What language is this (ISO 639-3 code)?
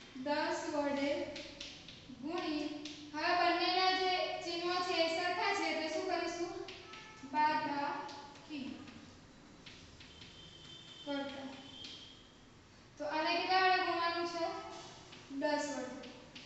guj